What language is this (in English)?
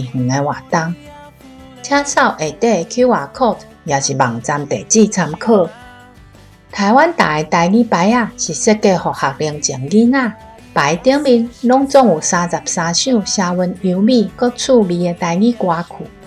Min Nan Chinese